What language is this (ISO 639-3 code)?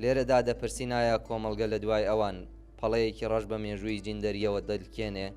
ckb